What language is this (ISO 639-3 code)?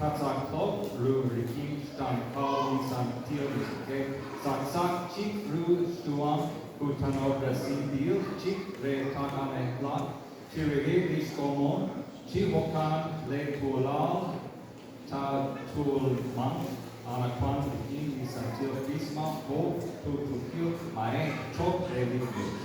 kek